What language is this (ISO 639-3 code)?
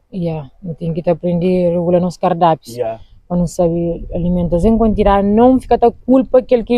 kea